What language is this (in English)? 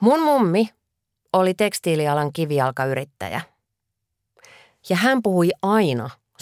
Finnish